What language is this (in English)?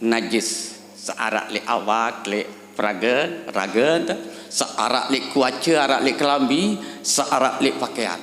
Sasak